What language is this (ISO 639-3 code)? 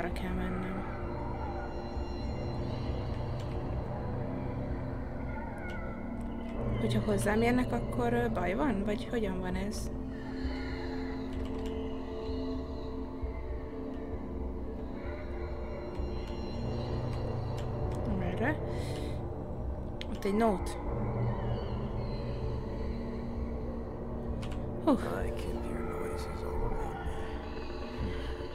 hun